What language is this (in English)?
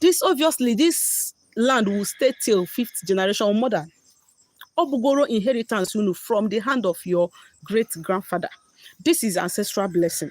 Igbo